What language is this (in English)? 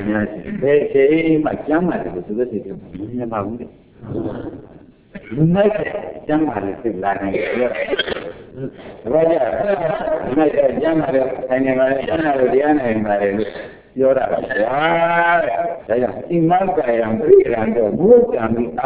Burmese